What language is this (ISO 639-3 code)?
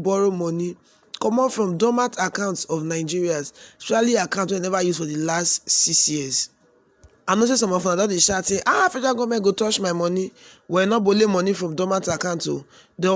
pcm